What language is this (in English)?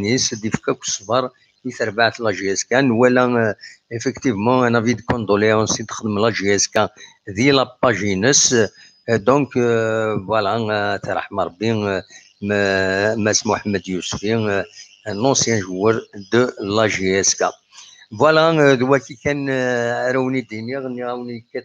Kabyle